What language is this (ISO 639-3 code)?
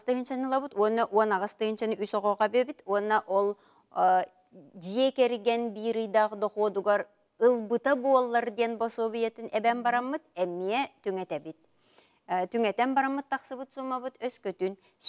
sah